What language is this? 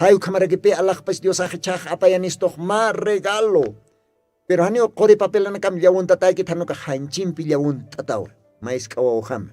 Aymara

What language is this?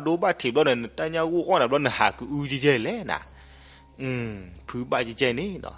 S'gaw Karen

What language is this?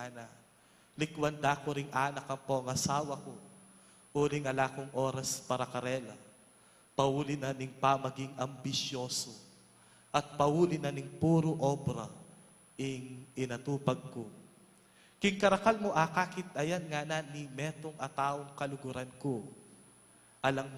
Pampanga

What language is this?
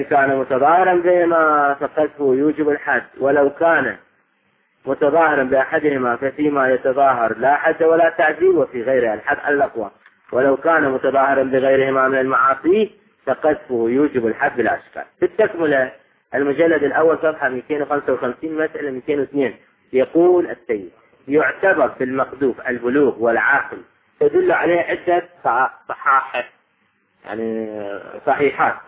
Arabic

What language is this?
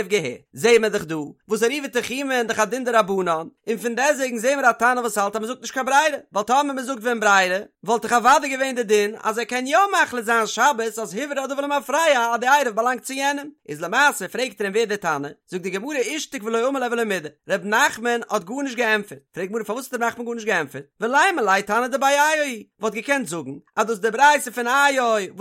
Yiddish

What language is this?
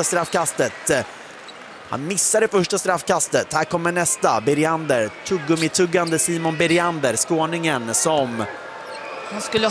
Swedish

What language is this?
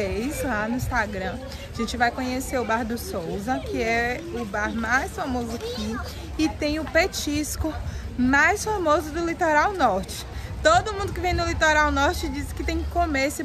Portuguese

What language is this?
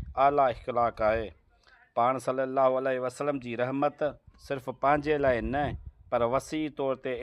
Sindhi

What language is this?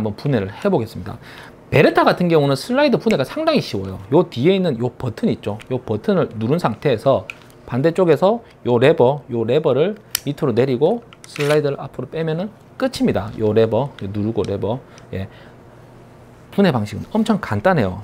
Korean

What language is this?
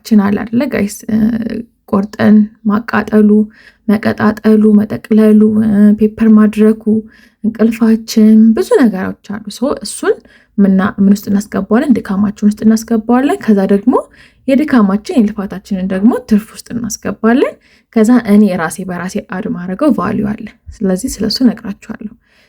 Amharic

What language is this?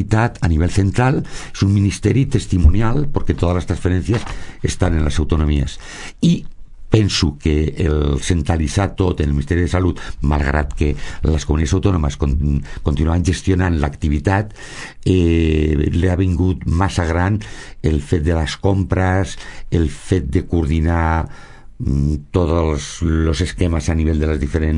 Catalan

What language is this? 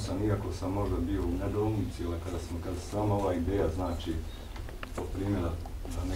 Bosnian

